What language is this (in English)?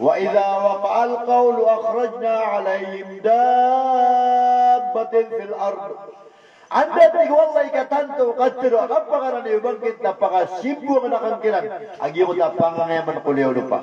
Maranao